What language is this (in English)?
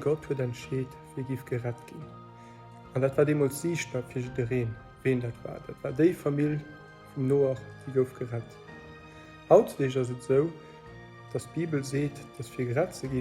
Luxembourgish